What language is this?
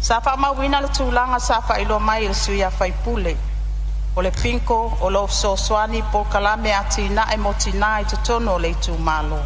Samoan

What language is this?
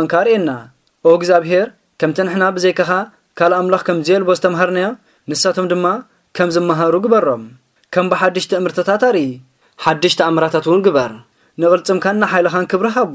Tigrinya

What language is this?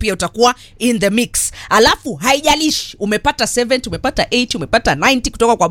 Swahili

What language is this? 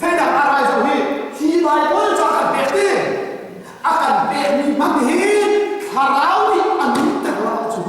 Hakha Chin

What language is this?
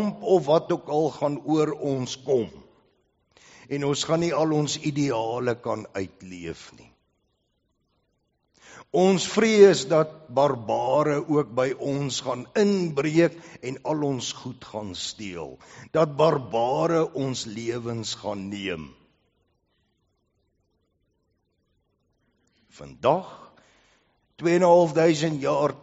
Afrikaans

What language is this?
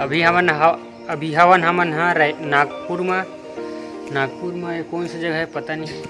Chhattisgarhi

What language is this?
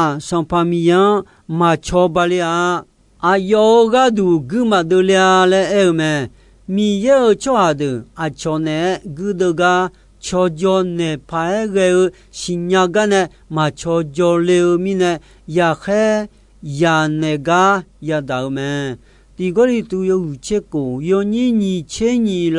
Akha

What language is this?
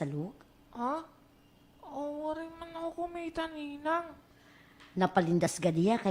Waray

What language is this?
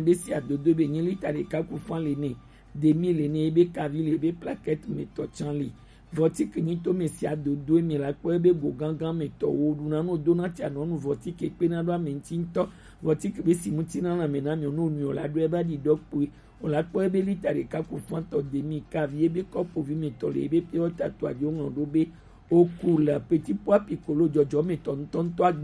Gen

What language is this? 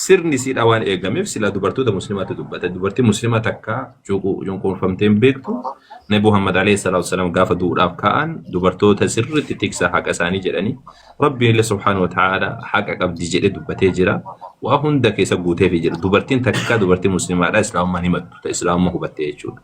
Oromo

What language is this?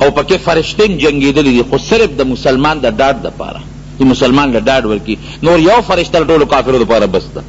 Pashto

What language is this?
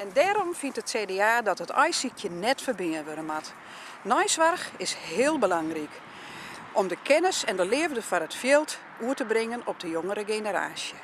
Western Frisian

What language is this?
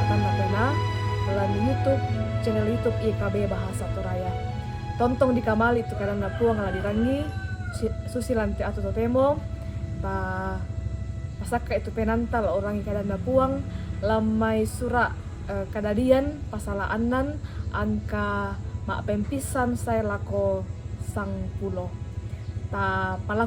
Toraja-Sa'dan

